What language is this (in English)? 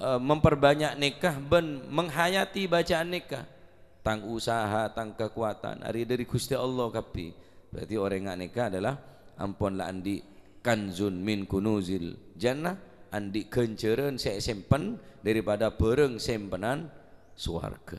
Madurese